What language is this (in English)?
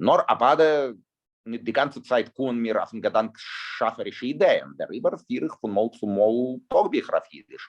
Yiddish